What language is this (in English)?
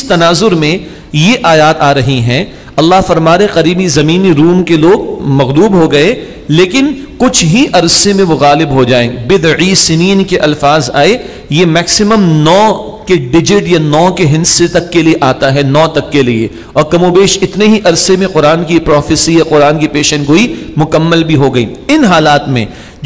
Urdu